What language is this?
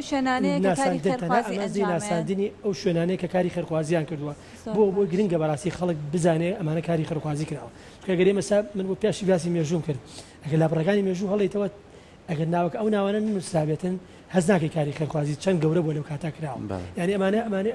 Central Kurdish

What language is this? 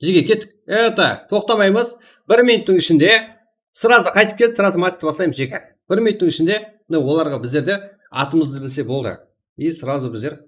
Kara-Kalpak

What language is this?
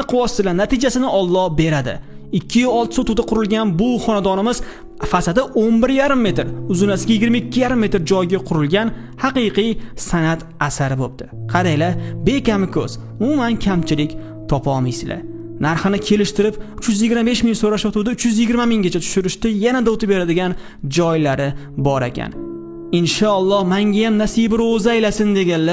Uzbek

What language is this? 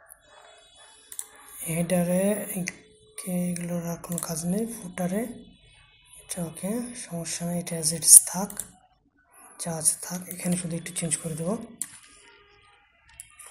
Bangla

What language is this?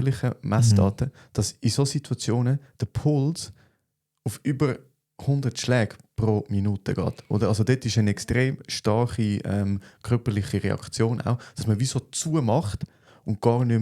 Swiss German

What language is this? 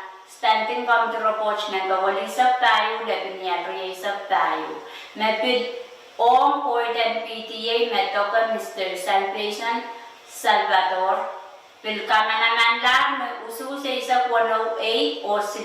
Pohnpeian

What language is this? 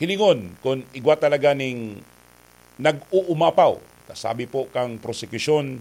Bikol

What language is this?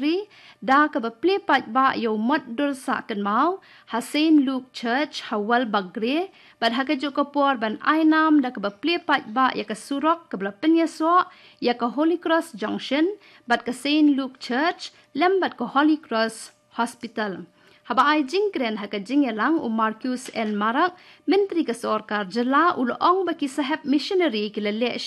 Khasi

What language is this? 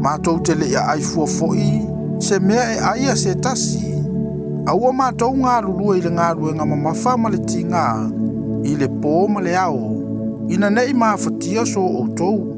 Samoan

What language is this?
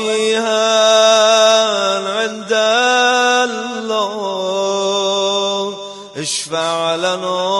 Persian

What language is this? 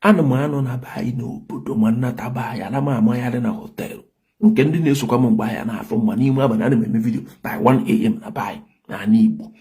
Igbo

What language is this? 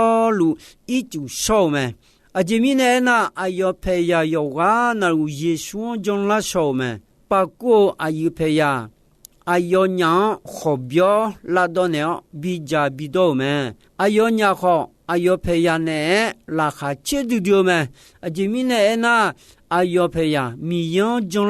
Akha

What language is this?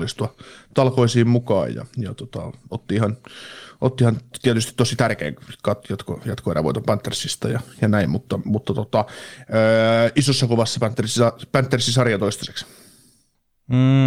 Finnish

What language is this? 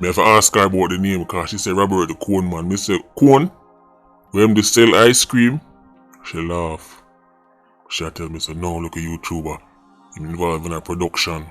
Jamaican Creole English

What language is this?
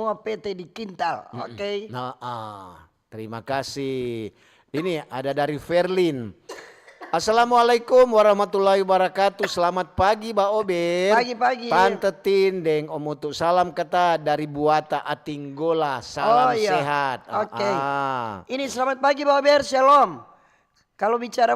Manado Malay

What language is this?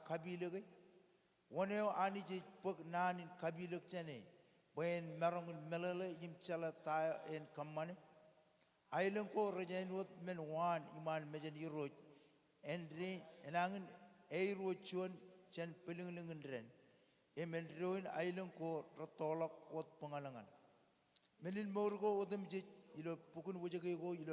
Marshallese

